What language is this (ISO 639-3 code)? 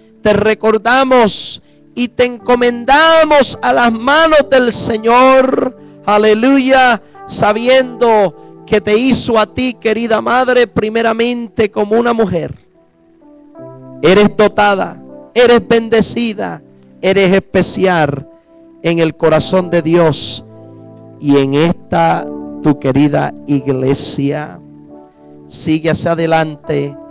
spa